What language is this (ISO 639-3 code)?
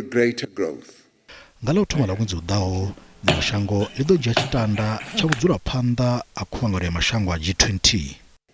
ven